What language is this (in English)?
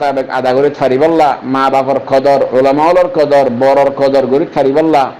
Rohingya